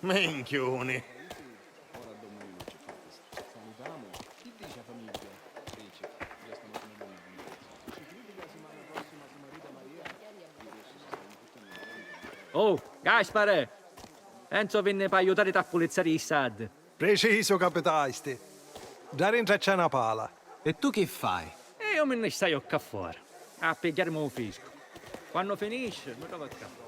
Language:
Sicilian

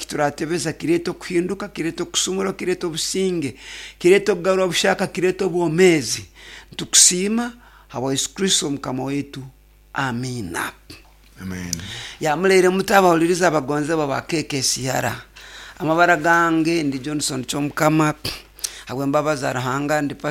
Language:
Nyoro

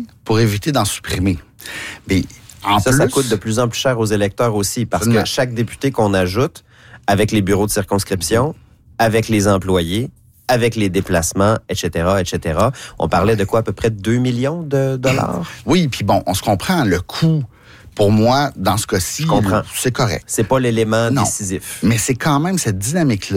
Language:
French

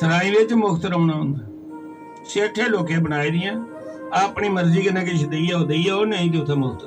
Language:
Dogri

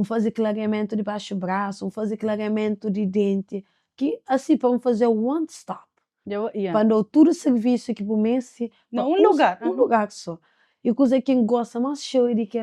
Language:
Kabuverdianu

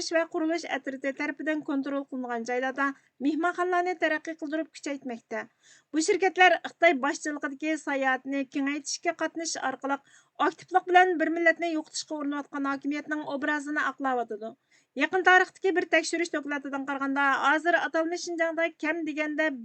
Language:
Uyghur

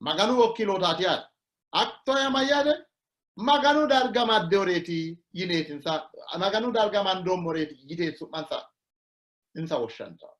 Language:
Sidamo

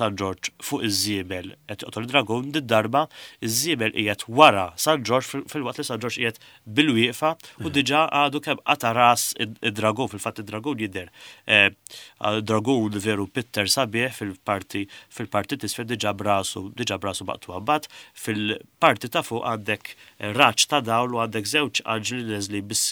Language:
Maltese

